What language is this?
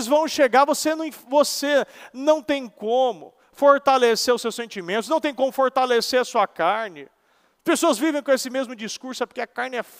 Portuguese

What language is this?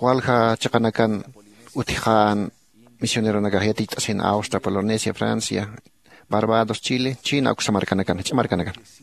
Aymara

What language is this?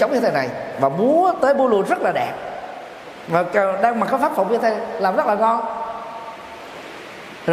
Vietnamese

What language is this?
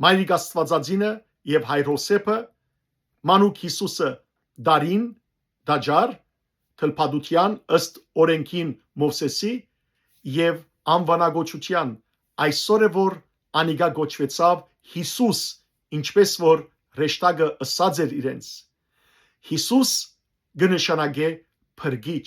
Western Armenian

